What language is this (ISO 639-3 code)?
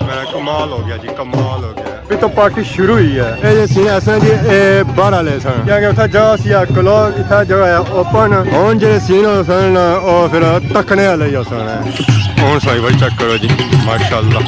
phr